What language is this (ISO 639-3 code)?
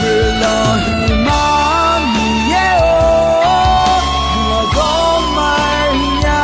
ahk